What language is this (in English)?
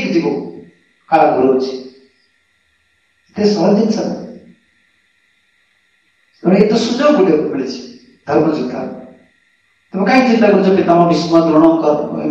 Odia